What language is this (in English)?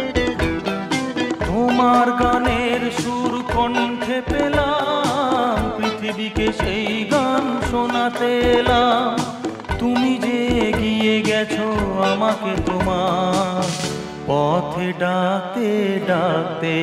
Bangla